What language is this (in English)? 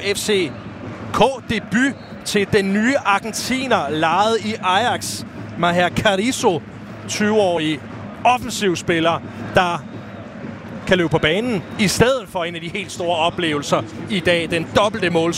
Danish